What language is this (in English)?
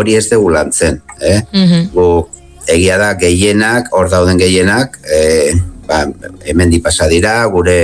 Basque